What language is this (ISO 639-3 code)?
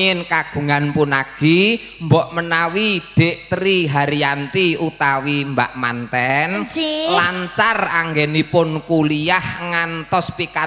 jav